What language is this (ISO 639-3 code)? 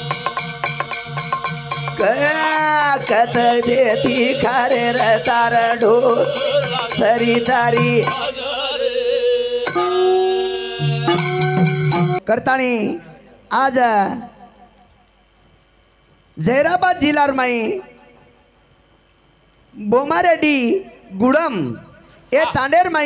lmn